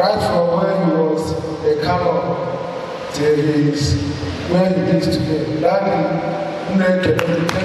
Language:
Igbo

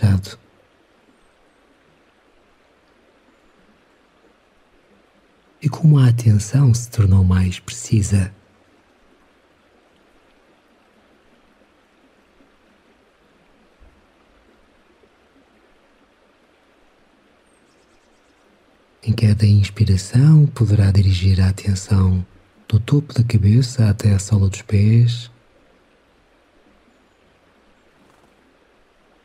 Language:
Portuguese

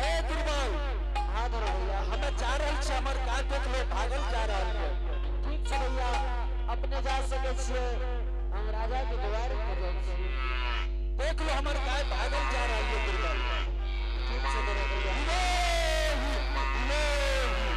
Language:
Angika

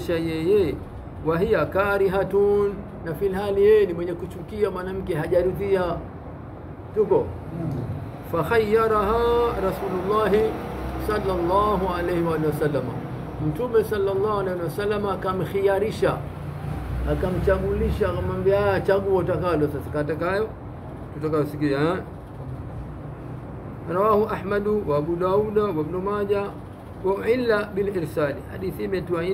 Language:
Swahili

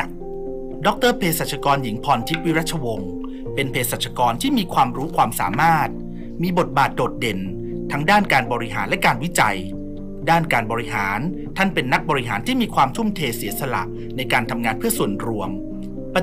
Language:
Thai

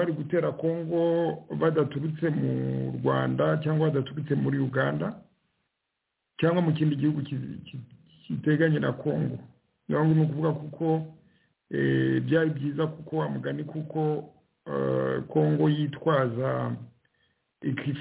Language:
Kinyarwanda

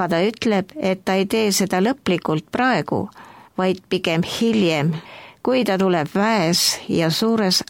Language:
Estonian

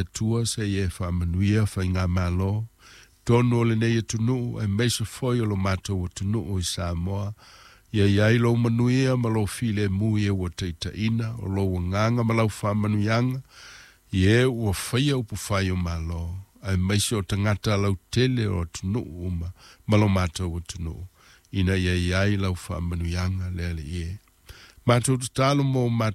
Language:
Samoan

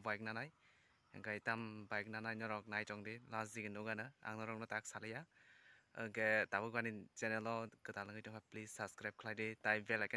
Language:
Kok Borok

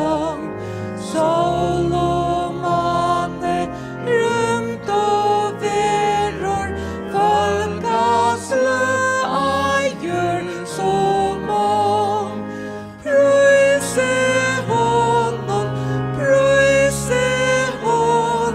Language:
Faroese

